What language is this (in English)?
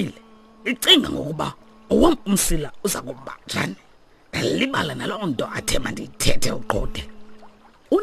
Xhosa